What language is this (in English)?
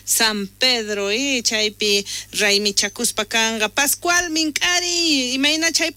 South Bolivian Quechua